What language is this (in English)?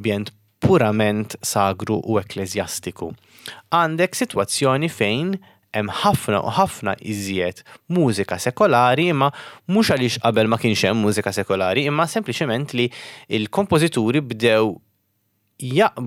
Maltese